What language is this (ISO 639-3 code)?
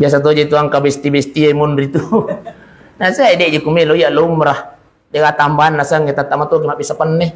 bug